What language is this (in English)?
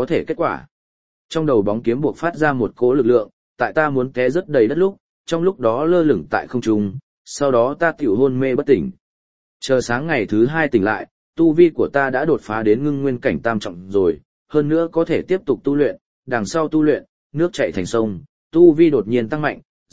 Vietnamese